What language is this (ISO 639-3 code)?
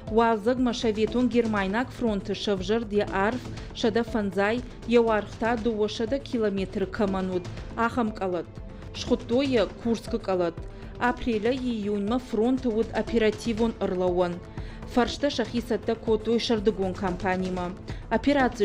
oss